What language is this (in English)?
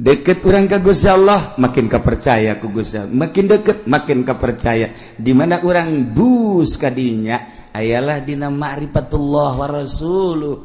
Sundanese